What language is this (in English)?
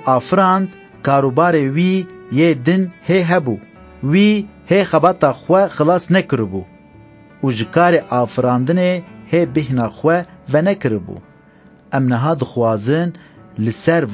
Kurdish